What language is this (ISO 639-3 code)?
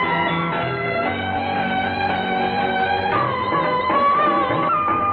tam